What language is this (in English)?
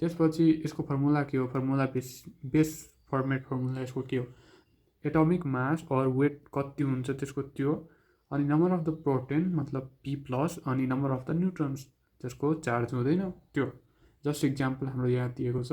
Nepali